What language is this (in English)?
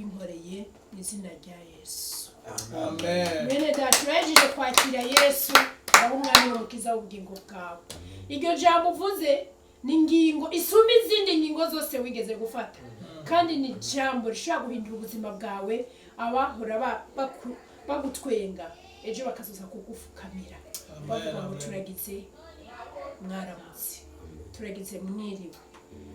Rundi